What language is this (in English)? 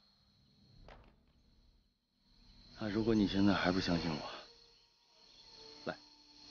Chinese